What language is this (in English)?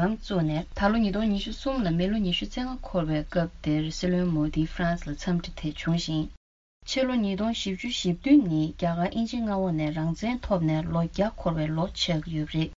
Tibetan